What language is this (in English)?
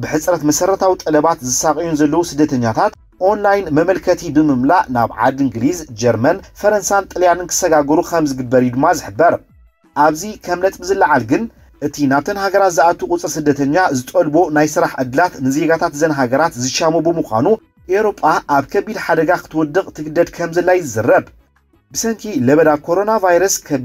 Tigrinya